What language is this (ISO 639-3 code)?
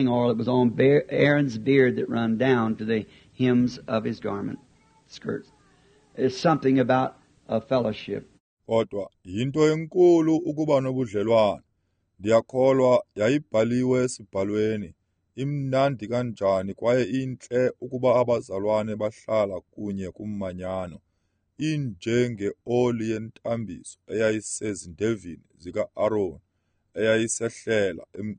xho